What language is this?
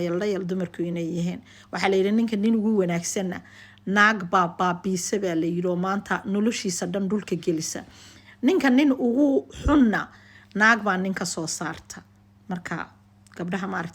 Somali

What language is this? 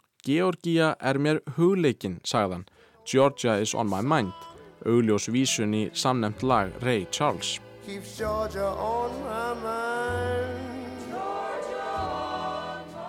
Icelandic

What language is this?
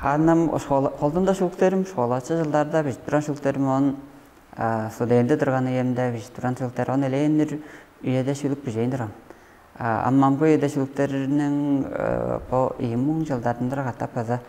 Tuvinian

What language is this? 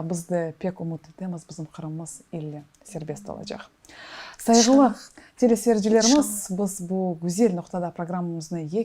Crimean Tatar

